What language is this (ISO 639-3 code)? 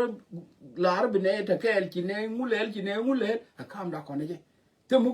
nus